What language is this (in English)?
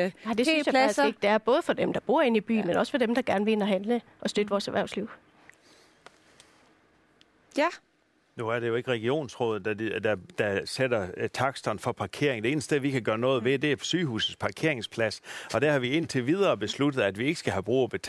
Danish